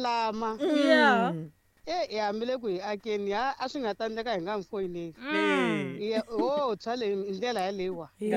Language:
Tsonga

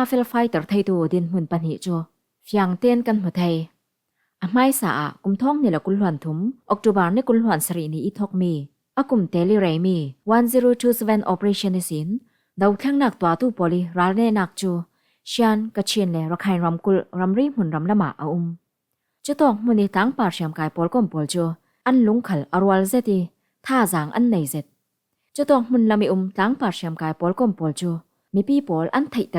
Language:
Falam Chin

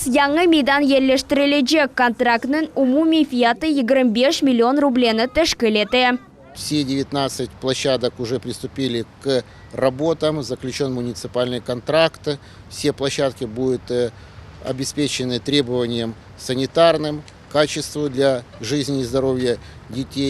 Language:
Crimean Tatar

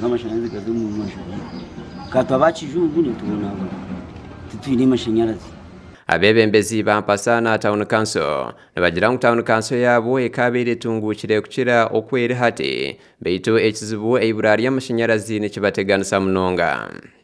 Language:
Nyankole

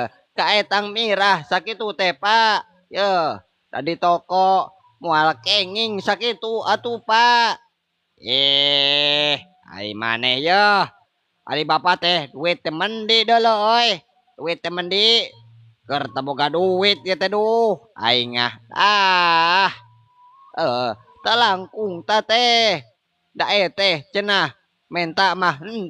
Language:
Sundanese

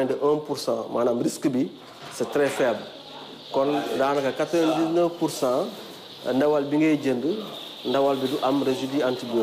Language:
Wolof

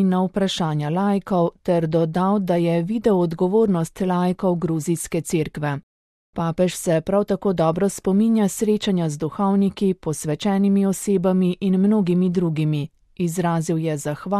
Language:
Slovenian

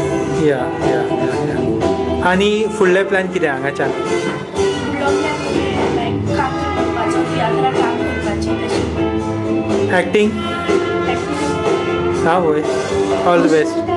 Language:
Konkani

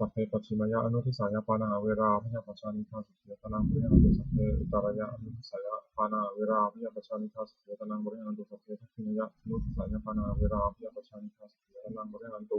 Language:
Pali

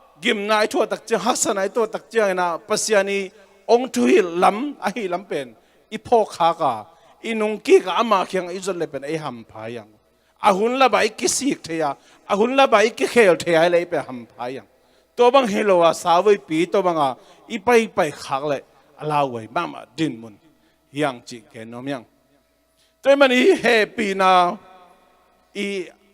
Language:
Tedim Chin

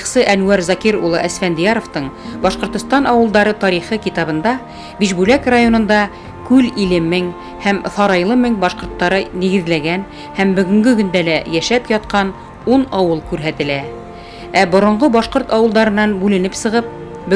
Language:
Bashkir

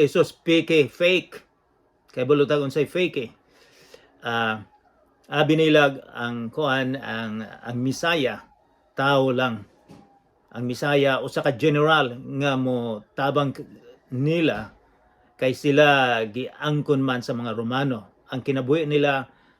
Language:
Cebuano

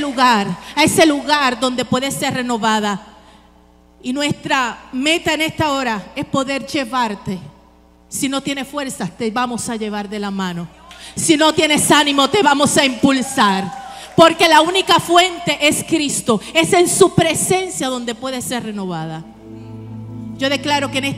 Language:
Spanish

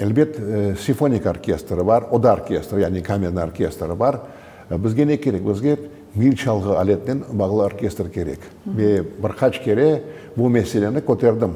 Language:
Crimean Tatar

